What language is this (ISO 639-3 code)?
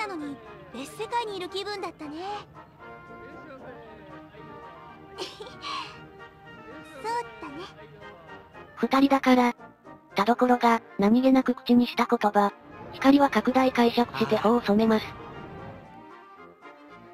jpn